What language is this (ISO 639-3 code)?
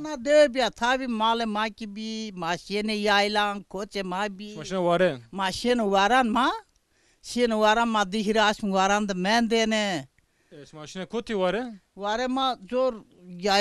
zza